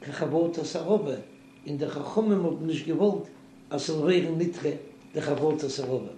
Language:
Yiddish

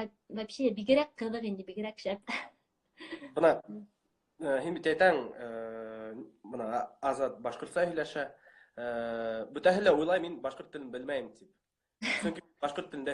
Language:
Bashkir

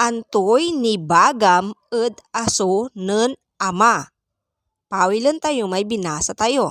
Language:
Pangasinan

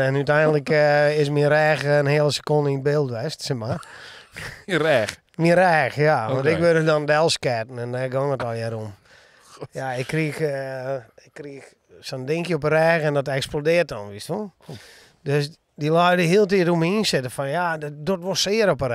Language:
Western Frisian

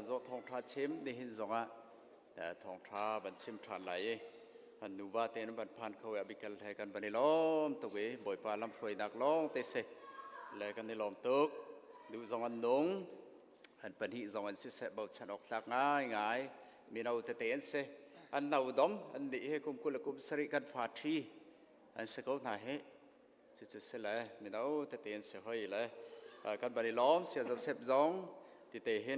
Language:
Hakha Chin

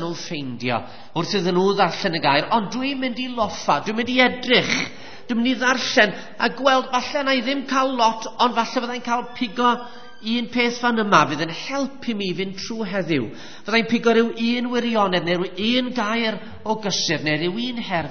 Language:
Welsh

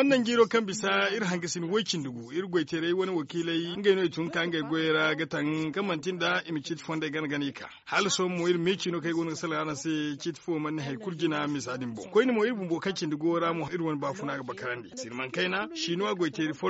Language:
Zarma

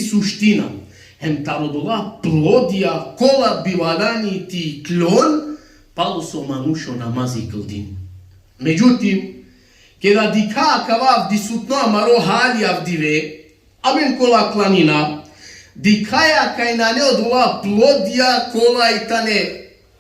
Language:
Balkan Romani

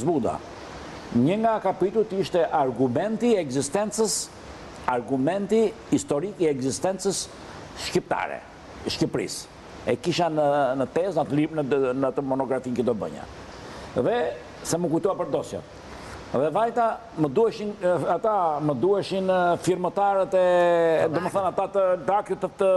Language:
Albanian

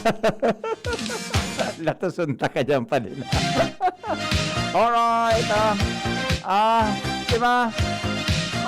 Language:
Bikol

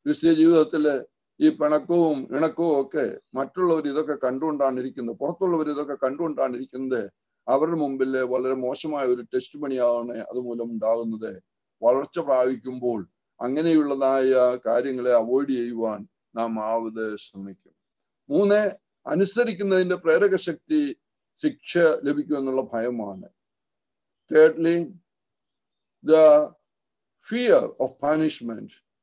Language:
Malayalam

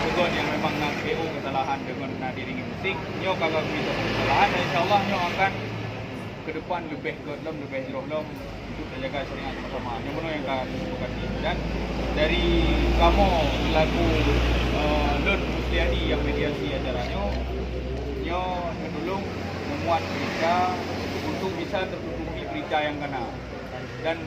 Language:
Achinese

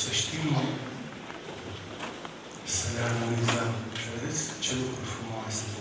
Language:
Romanian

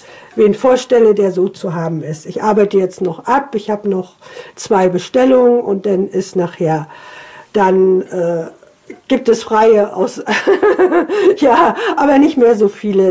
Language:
German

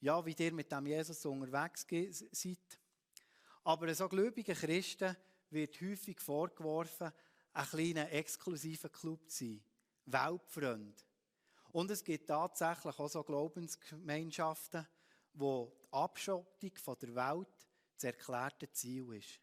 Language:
Swiss German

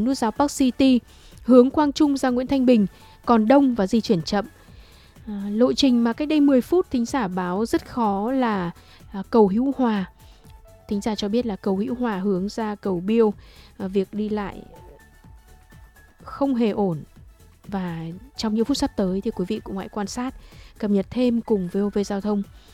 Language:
Vietnamese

